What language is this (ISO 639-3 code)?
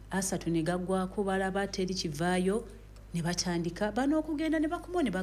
lug